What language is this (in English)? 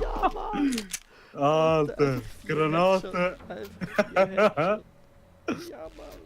Swiss German